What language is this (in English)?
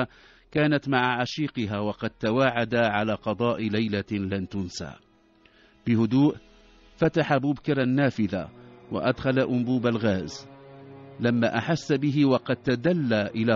Arabic